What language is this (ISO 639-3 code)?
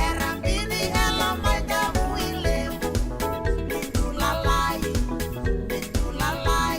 fij